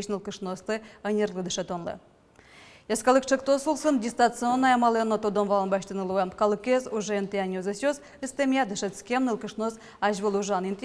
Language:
Udmurt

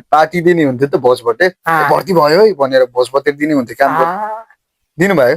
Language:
Nepali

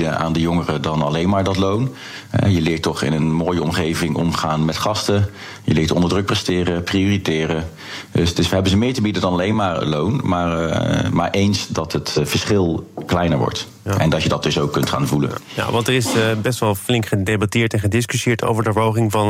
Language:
Dutch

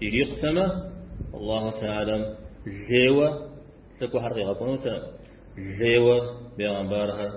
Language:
Kabardian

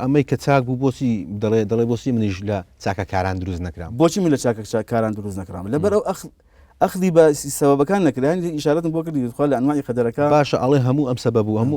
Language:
Central Kurdish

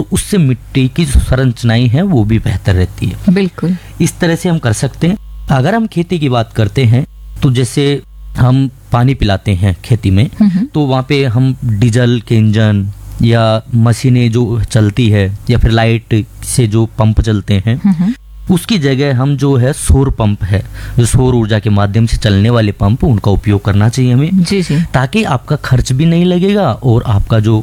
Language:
Hindi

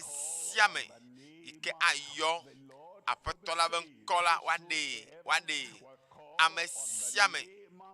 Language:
Ewe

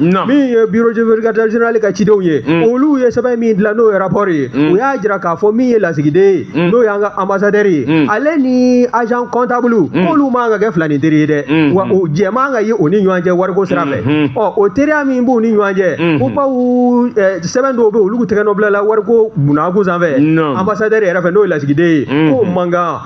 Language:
Bambara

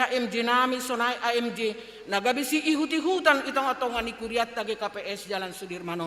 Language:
Batak Simalungun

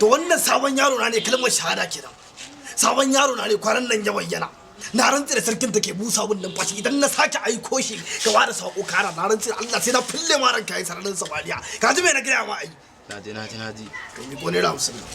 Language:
Hausa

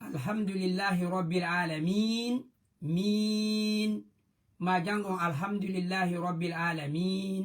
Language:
Fula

